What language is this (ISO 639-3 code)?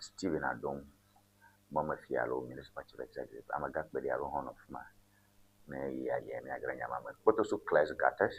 ewe